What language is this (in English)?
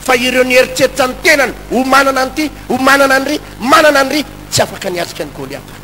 Malagasy